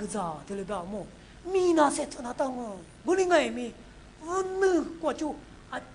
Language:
Lisu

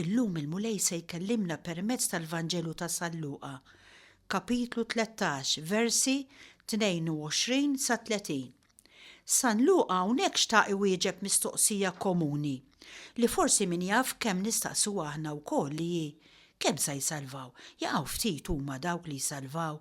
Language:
Maltese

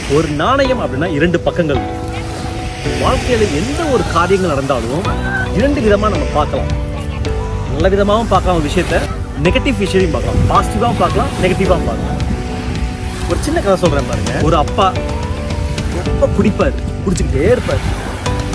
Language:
Tamil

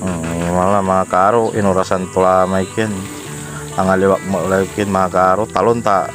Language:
Pangasinan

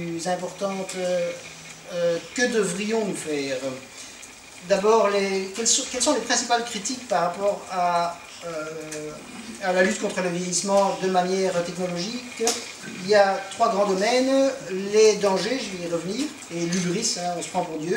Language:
French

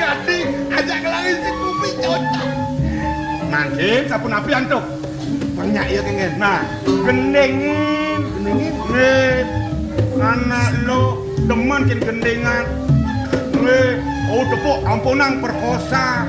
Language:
Balinese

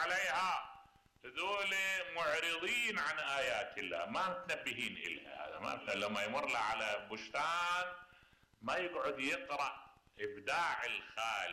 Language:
Mesopotamian Arabic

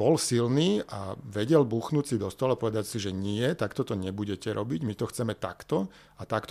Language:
Slovak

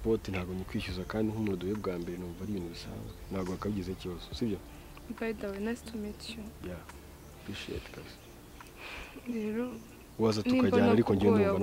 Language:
Kinyarwanda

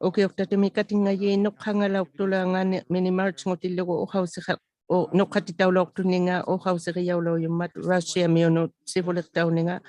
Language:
Inuktitut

